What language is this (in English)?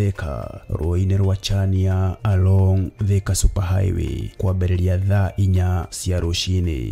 Kikuyu